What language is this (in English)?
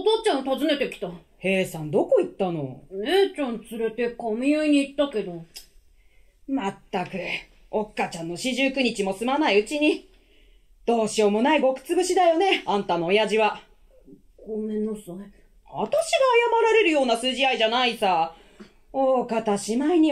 Japanese